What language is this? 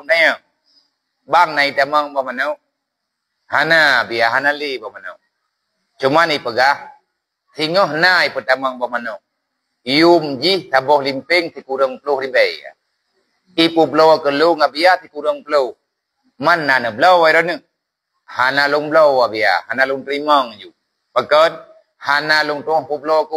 Achinese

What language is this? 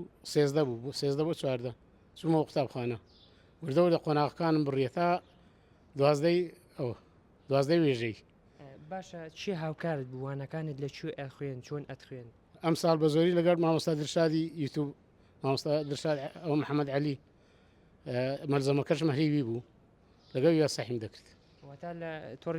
Central Kurdish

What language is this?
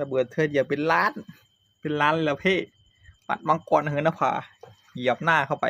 Northeastern Thai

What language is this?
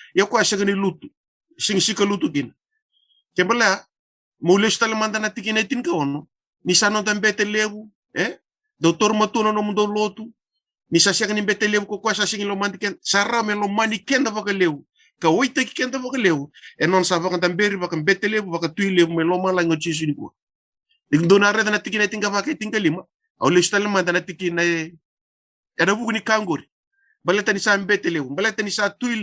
Fijian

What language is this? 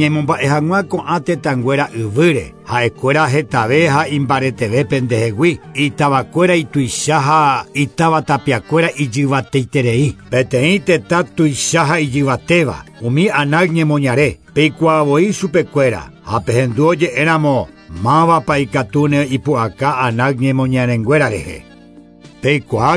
Guarani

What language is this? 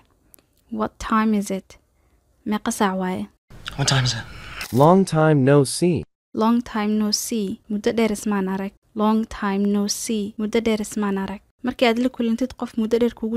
Somali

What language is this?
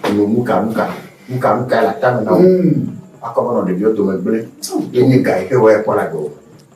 Ewe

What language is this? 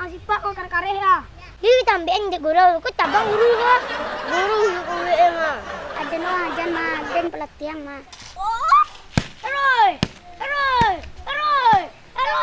Minangkabau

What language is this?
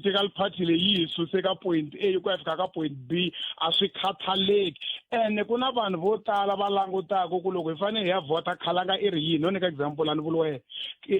Tsonga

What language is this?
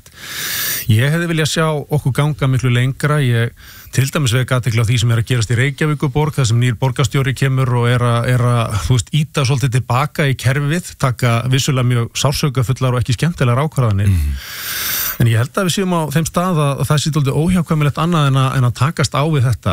Icelandic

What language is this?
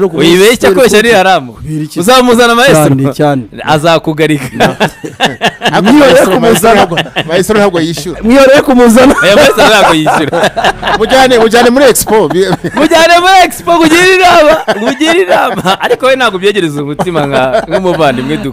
Kinyarwanda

